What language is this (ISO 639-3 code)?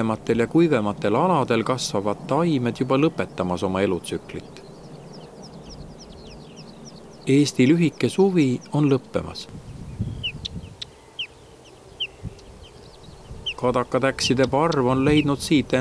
est